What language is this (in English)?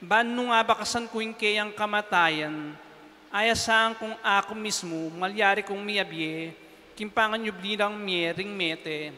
Pampanga